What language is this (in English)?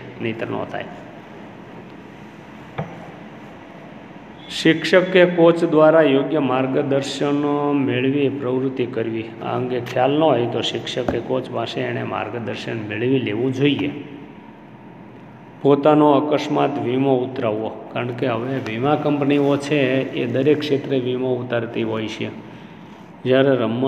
Gujarati